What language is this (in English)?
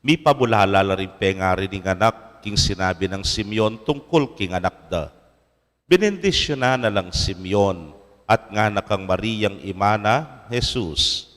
Pampanga